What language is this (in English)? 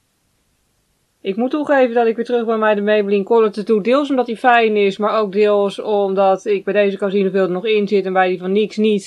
Dutch